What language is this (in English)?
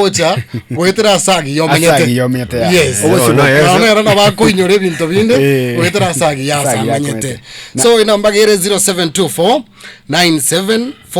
Gusii